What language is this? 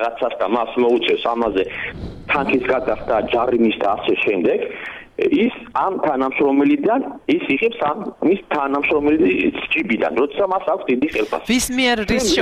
Georgian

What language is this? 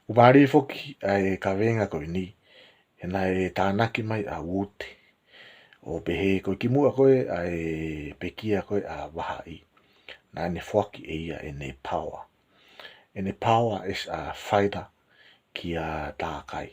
Tongan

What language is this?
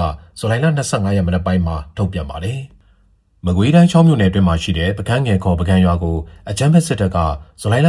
Burmese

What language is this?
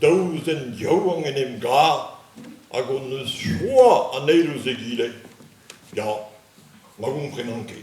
Breton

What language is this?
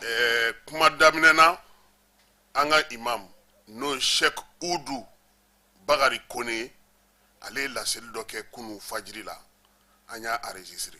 Bambara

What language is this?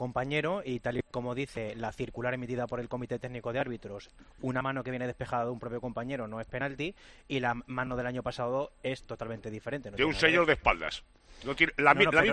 Spanish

